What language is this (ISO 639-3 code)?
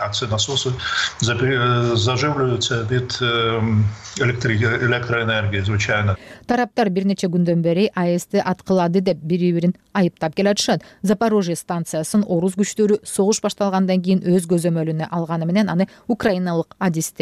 kir